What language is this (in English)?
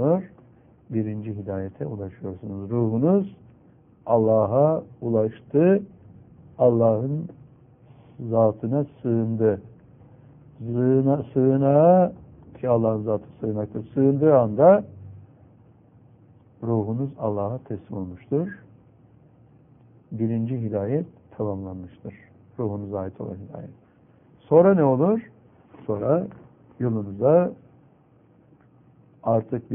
Turkish